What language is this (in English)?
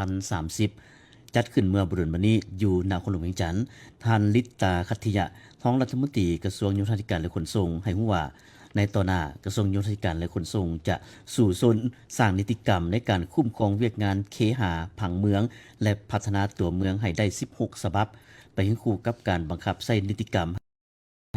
Lao